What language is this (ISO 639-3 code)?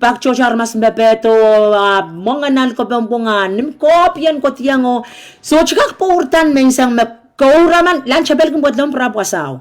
pon